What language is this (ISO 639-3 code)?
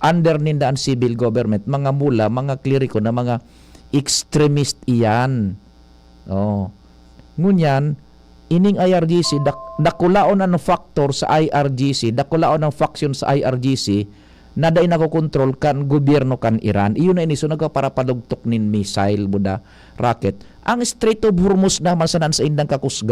bik